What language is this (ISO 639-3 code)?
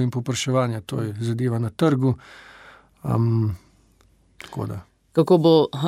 slv